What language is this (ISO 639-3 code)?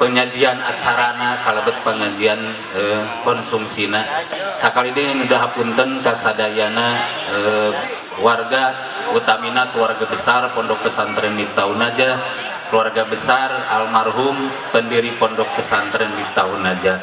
sun